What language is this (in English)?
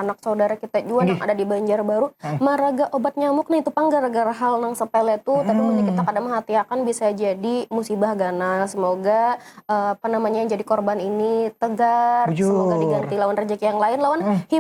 Banjar